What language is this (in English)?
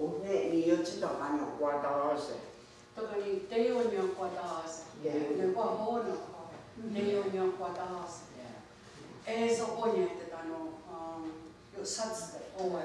Mohawk